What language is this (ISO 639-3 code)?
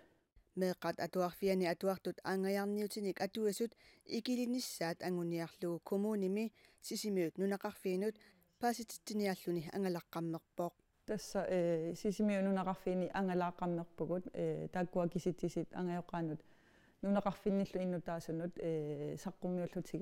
kal